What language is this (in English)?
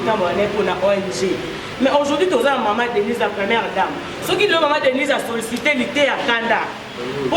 Lingala